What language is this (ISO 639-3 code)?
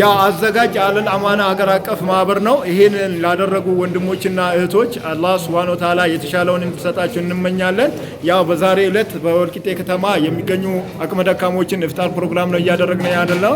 amh